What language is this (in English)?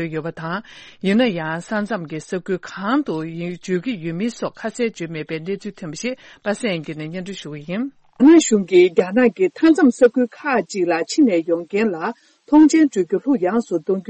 Tibetan